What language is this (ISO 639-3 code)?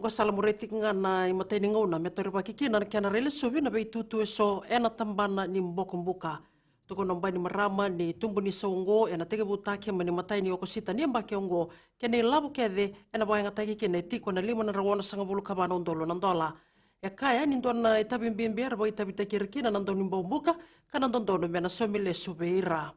fij